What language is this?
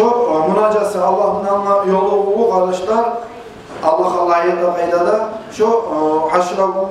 Kumyk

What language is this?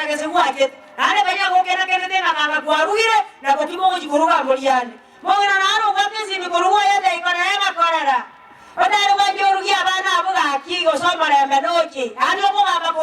Gusii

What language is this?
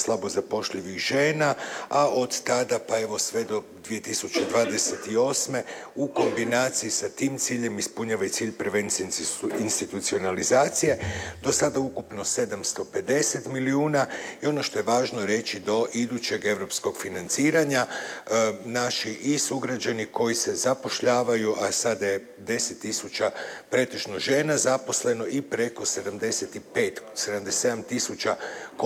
Croatian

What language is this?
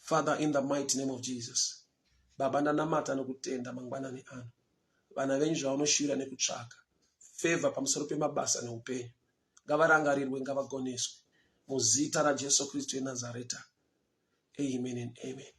Shona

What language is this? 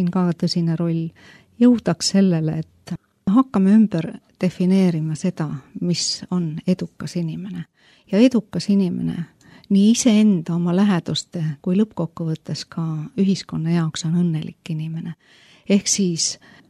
Estonian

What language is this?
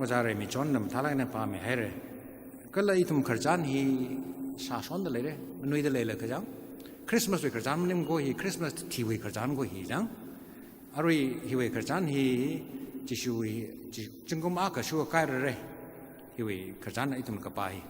Tangkhul Naga (India)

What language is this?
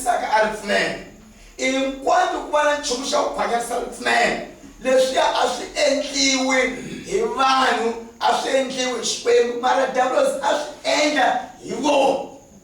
Tsonga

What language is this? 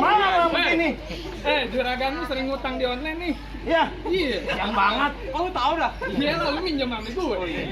Betawi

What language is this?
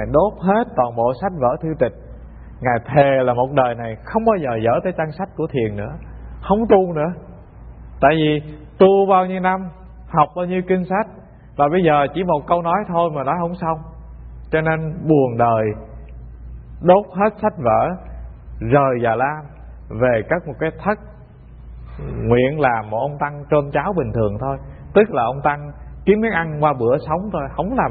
Vietnamese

